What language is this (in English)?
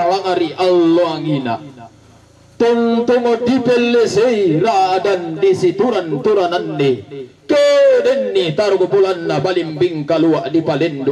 Toraja-Sa'dan